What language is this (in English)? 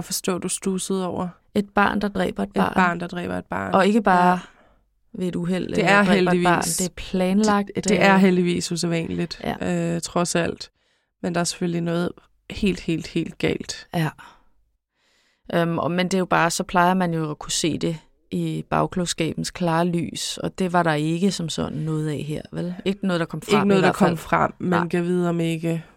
Danish